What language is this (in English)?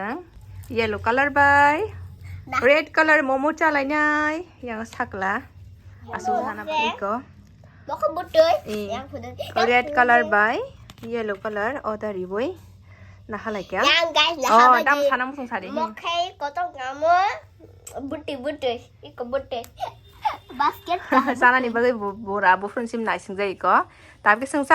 Kok Borok